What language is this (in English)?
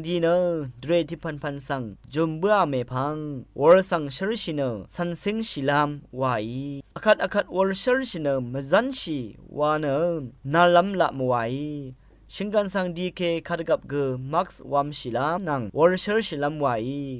Rawang